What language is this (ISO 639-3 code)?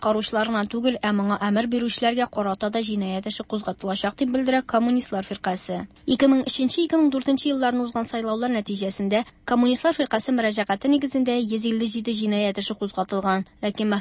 tat